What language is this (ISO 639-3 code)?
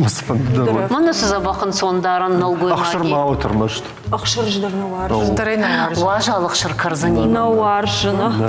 oss